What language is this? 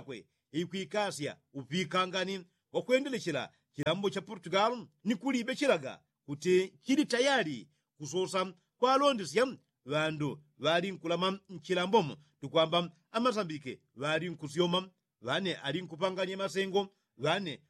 Yao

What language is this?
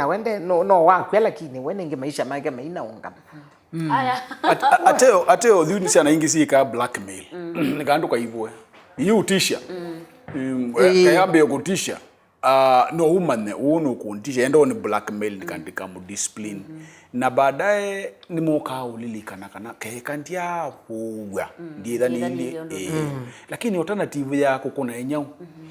Kamba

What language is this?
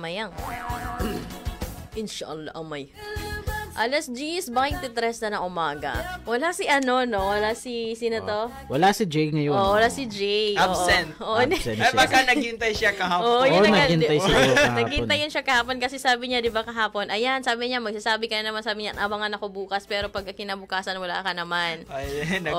Filipino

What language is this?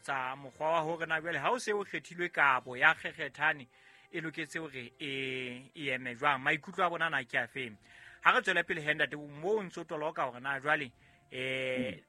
Southern Sotho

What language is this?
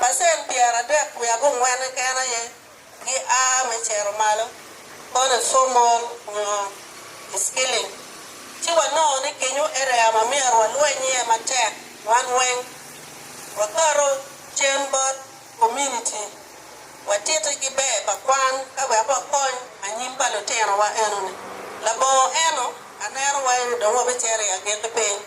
Acoli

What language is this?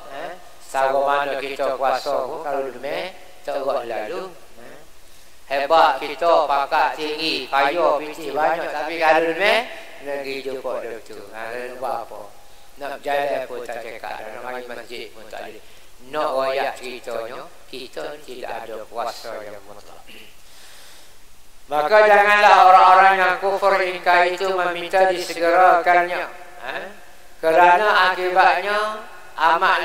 Malay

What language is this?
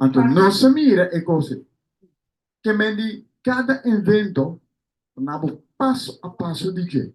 Papiamento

